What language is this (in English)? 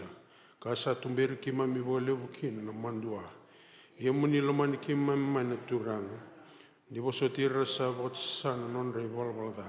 Fijian